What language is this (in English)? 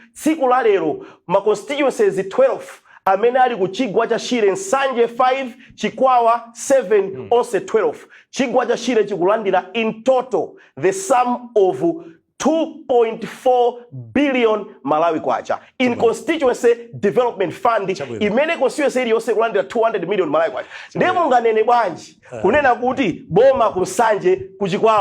Nyanja